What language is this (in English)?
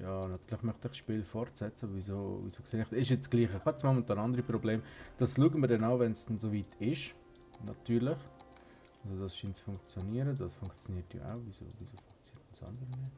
Swiss German